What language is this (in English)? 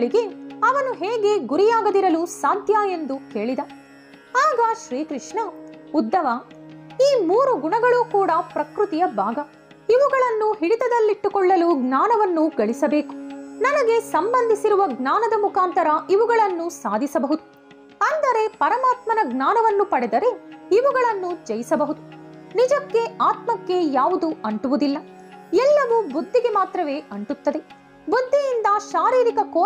Kannada